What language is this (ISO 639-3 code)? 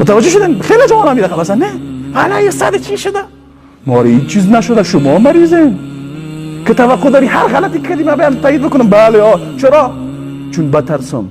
fas